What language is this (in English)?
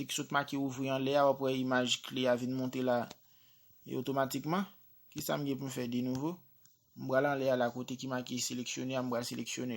Haitian Creole